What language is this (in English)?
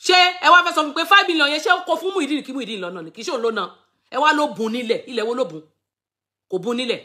Yoruba